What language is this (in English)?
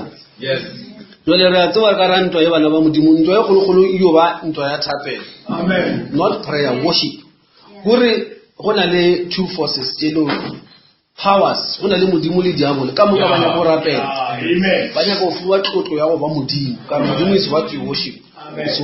Northern Sotho